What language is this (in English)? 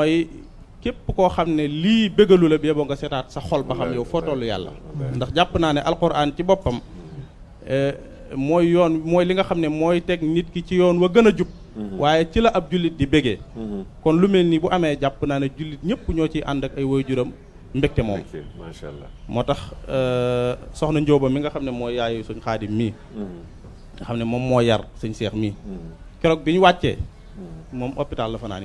Wolof